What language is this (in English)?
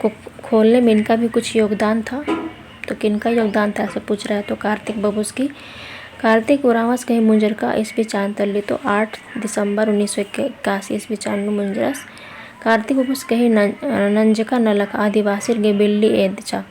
Kurukh